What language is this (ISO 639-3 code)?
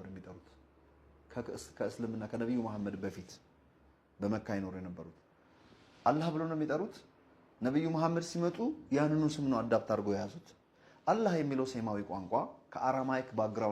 amh